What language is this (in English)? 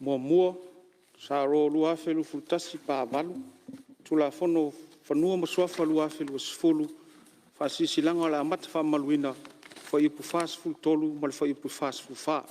Samoan